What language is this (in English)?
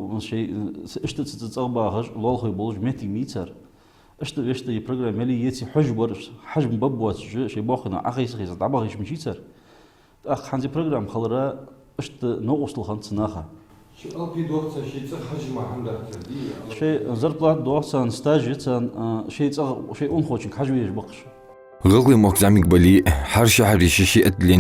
Ingush